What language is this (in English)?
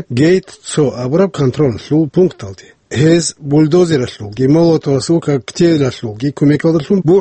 Avaric